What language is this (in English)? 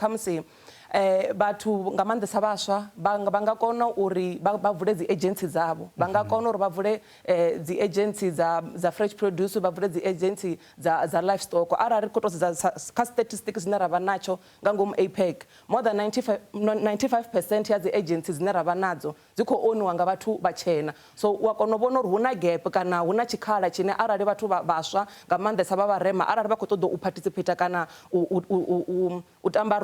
Venda